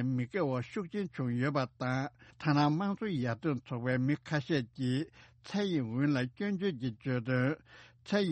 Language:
Tibetan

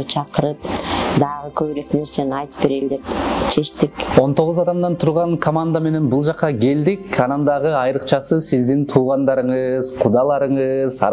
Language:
Kyrgyz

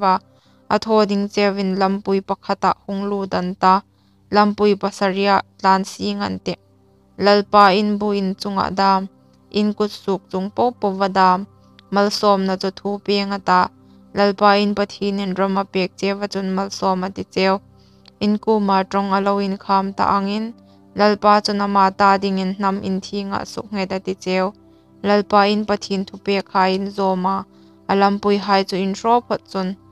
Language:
Hmar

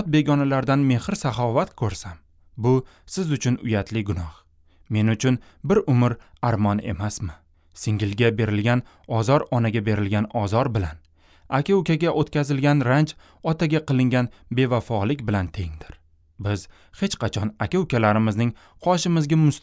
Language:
Uzbek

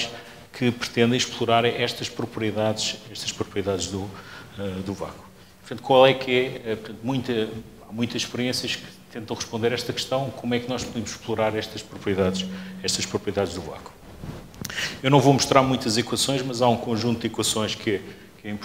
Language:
Portuguese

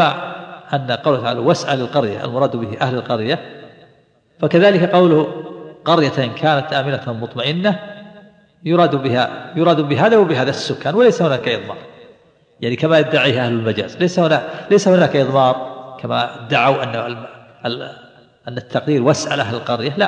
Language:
Arabic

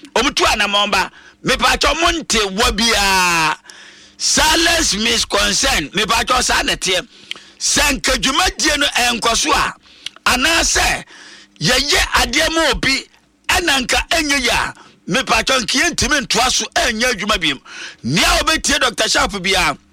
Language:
Akan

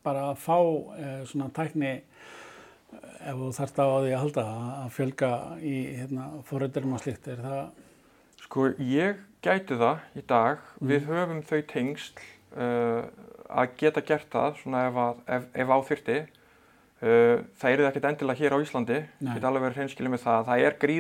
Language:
Icelandic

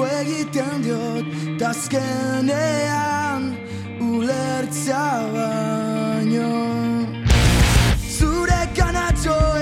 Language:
Basque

